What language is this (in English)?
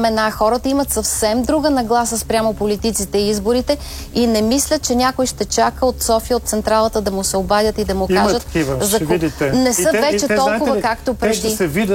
Bulgarian